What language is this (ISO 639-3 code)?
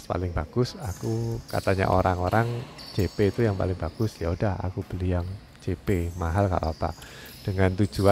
ind